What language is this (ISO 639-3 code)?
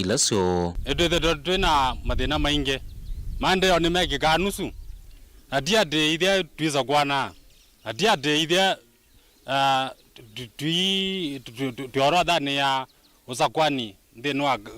kam